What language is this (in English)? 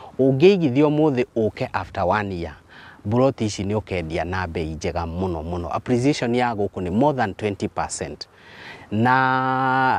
Kikuyu